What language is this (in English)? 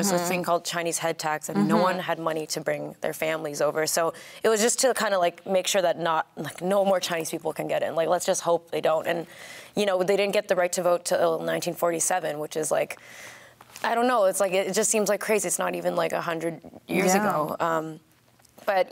English